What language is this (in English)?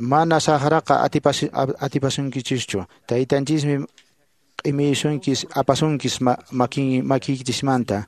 Quechua